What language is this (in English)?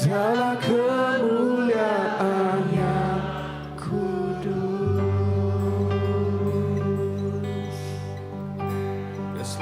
Iban